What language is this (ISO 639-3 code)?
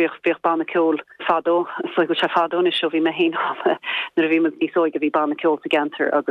gle